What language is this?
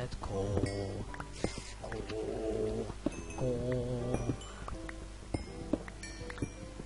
Dutch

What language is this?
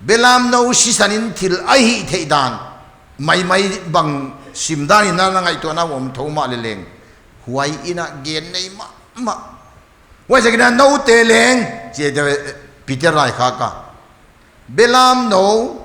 Paite Chin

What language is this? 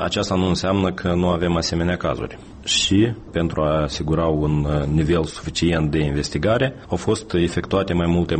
Romanian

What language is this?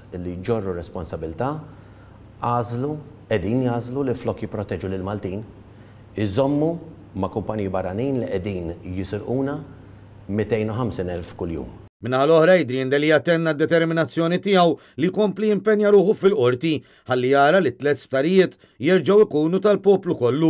Maltese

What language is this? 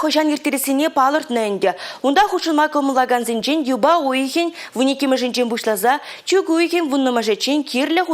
Chuvash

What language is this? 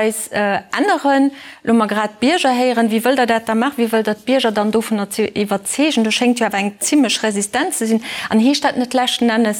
Luxembourgish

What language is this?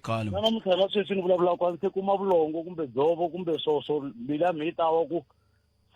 Tsonga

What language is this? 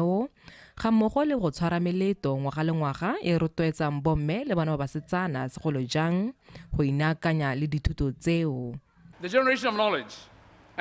Tswana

